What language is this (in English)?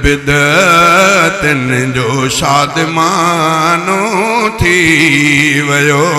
Sindhi